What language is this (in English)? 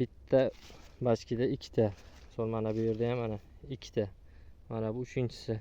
Uzbek